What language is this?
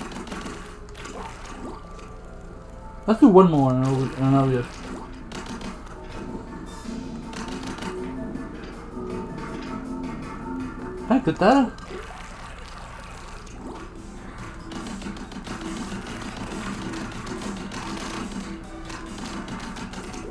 English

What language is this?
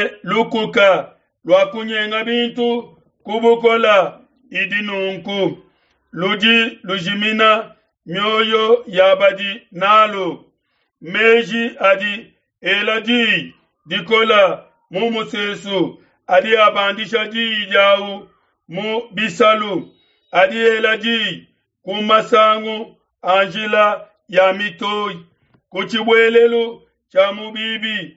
Luba-Lulua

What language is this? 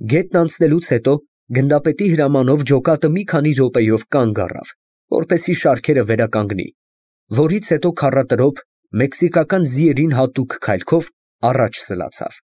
Armenian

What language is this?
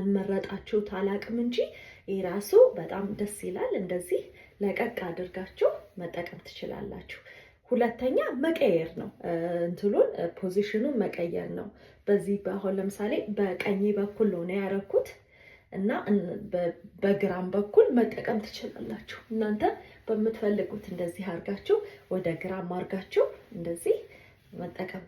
Amharic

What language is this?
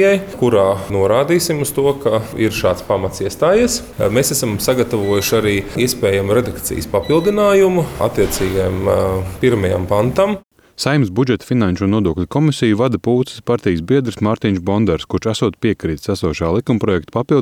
Latvian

